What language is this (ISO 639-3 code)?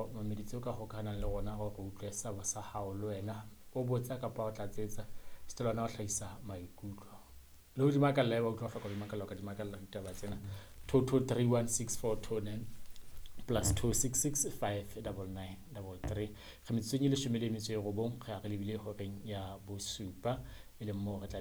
sot